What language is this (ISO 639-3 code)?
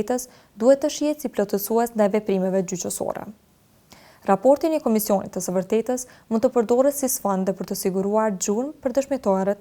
sqi